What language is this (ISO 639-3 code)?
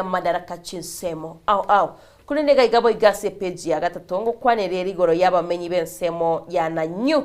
guz